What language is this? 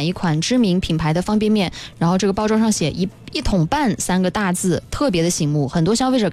Chinese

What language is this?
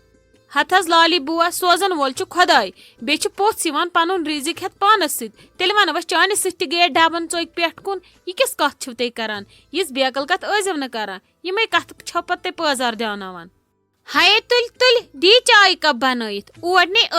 Kashmiri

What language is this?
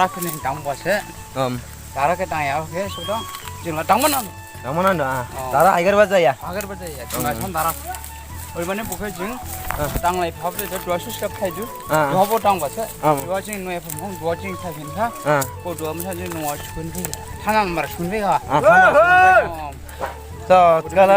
Dimasa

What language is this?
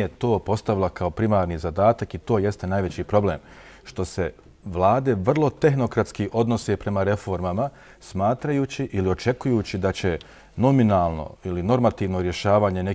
Bosnian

